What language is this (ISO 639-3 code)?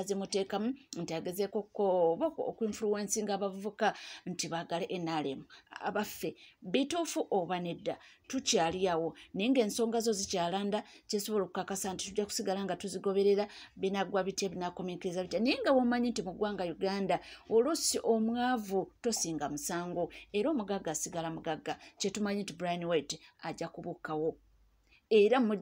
lug